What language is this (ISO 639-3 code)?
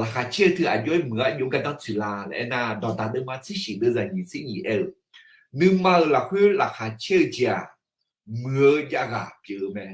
ahk